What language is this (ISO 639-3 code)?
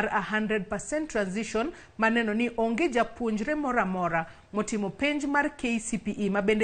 luo